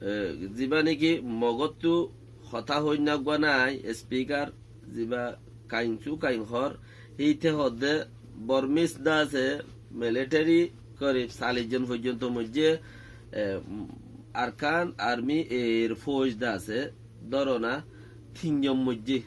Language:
Rohingya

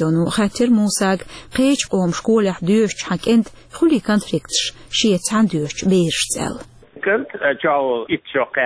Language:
Chechen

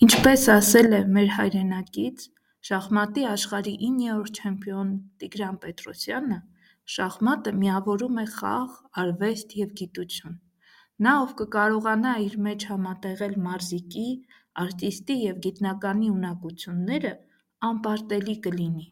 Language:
Armenian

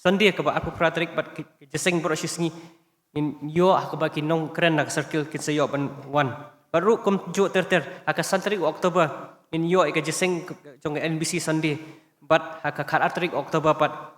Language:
Khasi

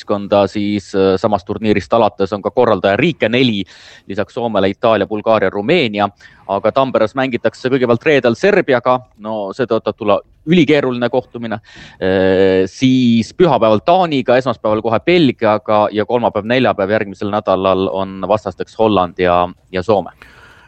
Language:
Estonian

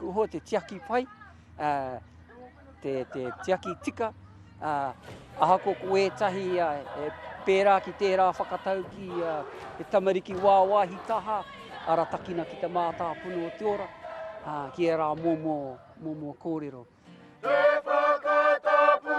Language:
Māori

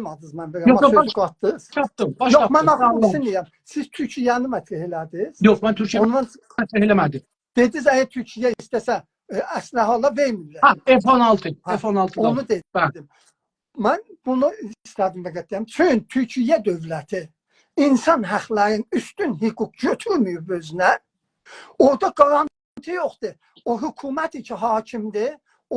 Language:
South Azerbaijani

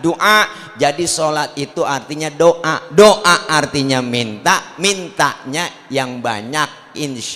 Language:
Betawi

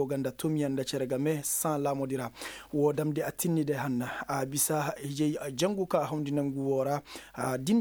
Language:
Koyraboro Senni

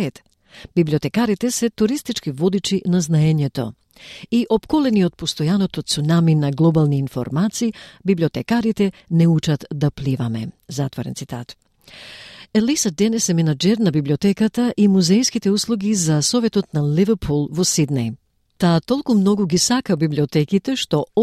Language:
Macedonian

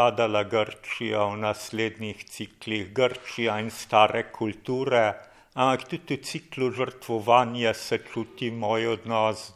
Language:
Slovenian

